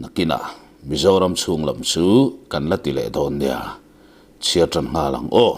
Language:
Mizo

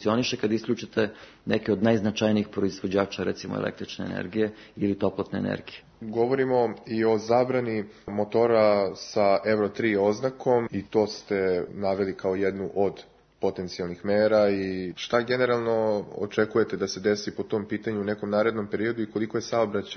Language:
Serbian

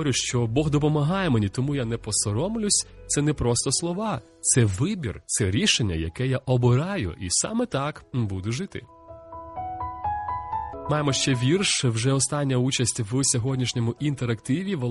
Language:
Ukrainian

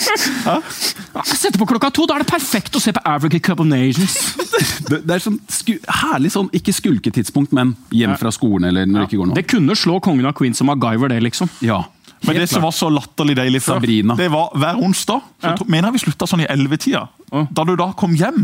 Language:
Norwegian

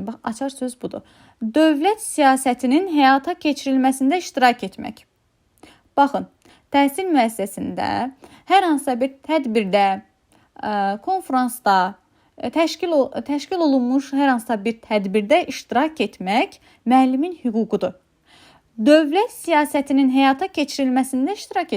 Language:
Azerbaijani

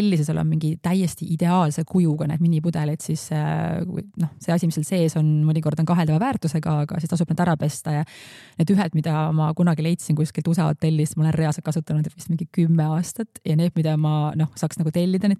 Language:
Estonian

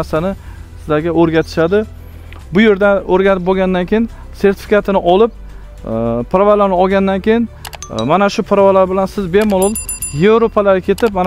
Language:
Uzbek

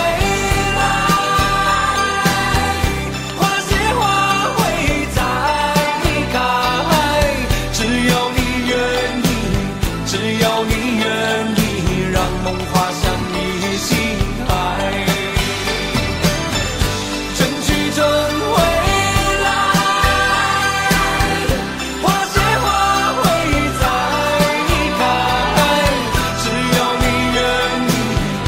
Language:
Chinese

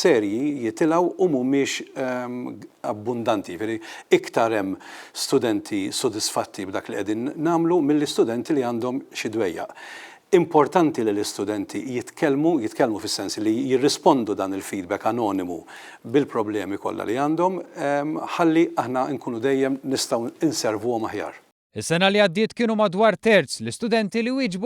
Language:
Maltese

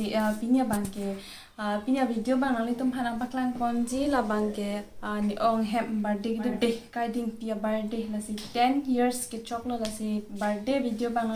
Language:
Karbi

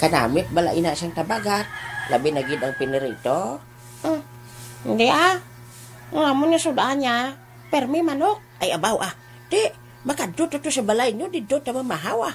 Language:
Hiligaynon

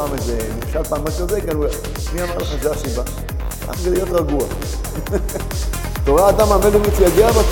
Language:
Hebrew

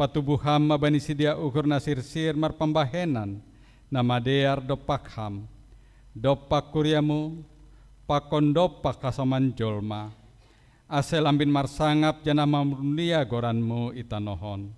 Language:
Batak Simalungun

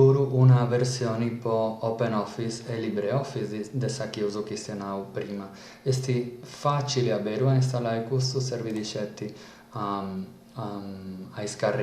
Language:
Sardinian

